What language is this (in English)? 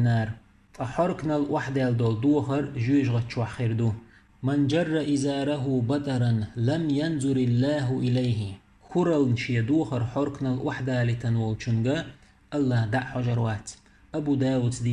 Chechen